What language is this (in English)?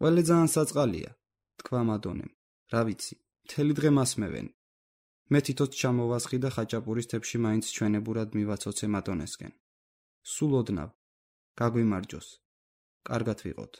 Georgian